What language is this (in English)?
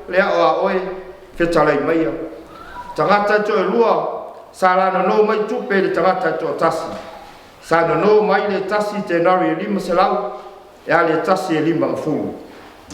Samoan